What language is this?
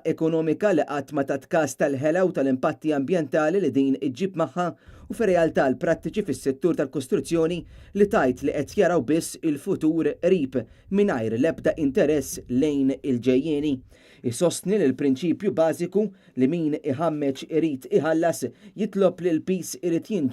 Maltese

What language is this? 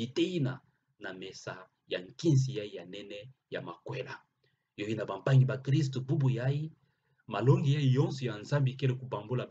Kituba (Democratic Republic of Congo)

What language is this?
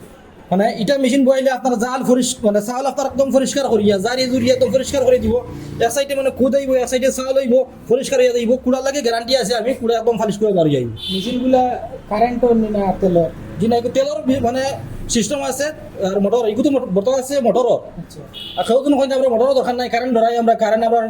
Sylheti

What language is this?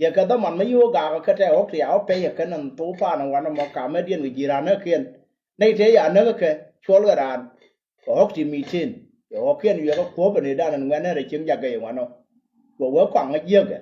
Nuer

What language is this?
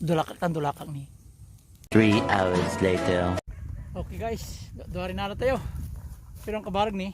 Pangasinan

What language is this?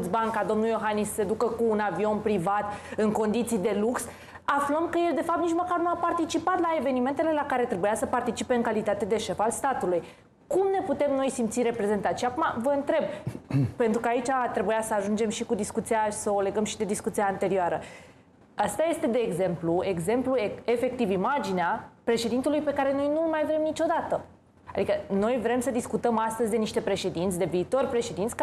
Romanian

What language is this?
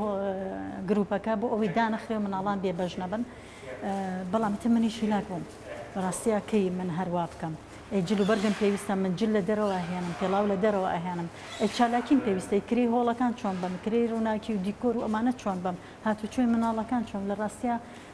Central Kurdish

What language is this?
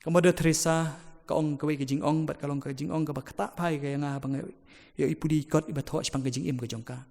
Khasi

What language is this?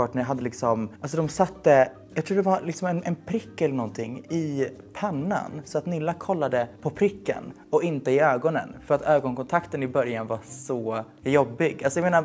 Swedish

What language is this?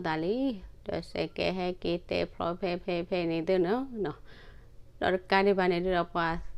S'gaw Karen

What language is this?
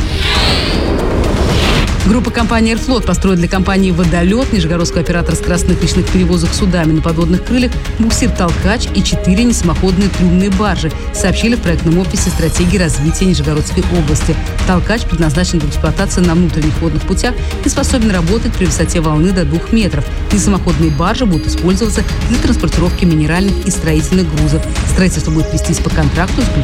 Russian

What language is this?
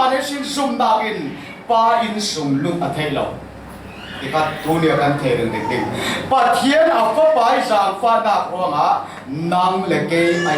Falam Chin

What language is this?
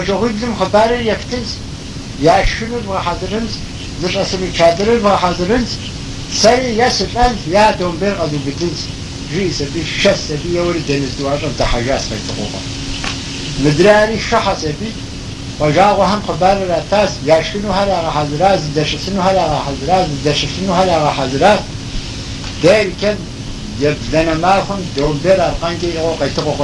Kabardian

